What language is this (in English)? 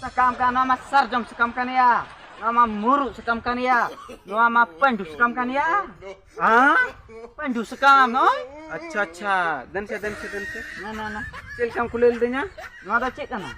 Santali